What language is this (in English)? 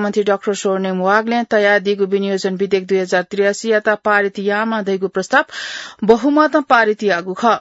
Newari